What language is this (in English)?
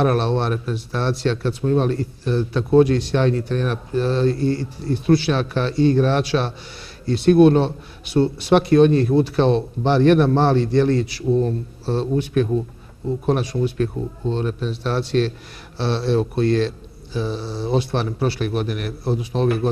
Bosnian